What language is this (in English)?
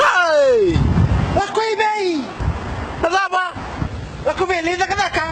Fijian